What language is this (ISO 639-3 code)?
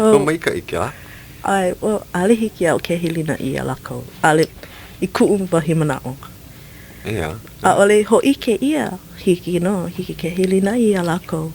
haw